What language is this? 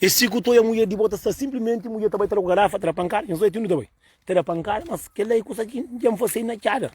Kabuverdianu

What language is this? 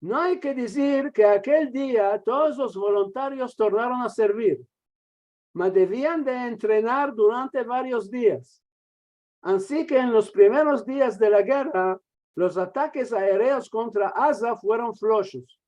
Ladino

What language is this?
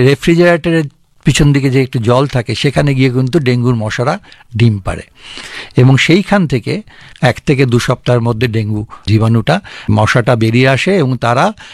Bangla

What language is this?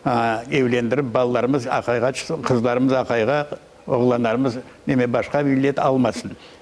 Crimean Tatar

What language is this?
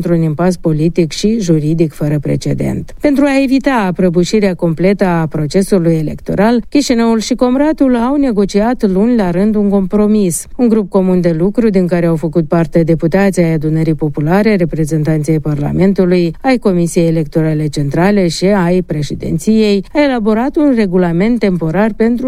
Romanian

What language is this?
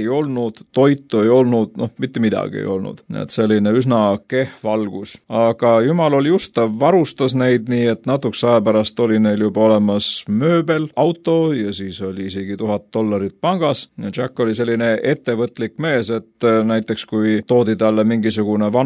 Estonian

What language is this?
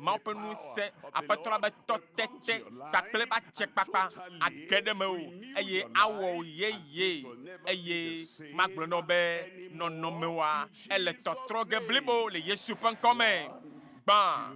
Ewe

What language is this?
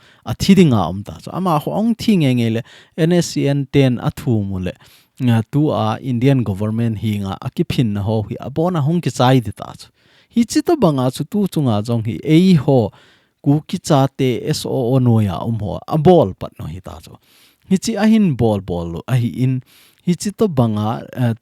Thado Chin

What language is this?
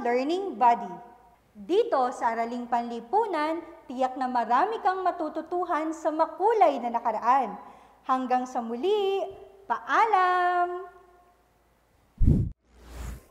Filipino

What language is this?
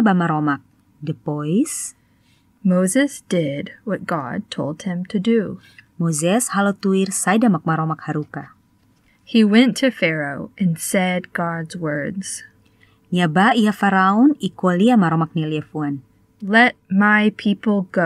Tetum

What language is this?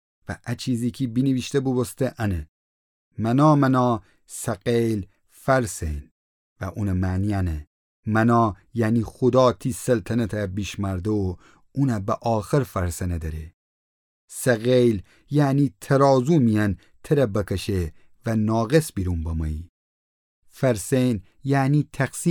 Gilaki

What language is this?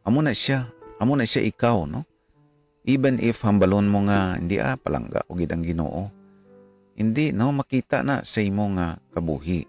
Hiligaynon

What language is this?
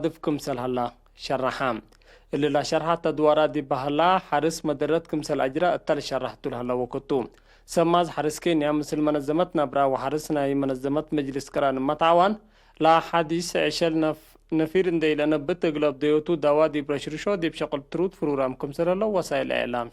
Tigre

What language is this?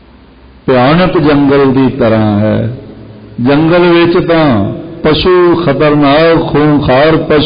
Punjabi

